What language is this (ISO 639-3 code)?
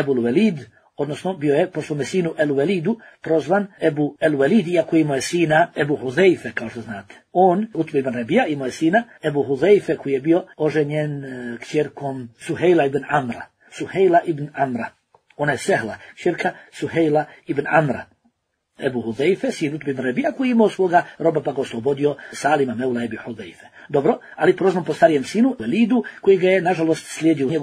bos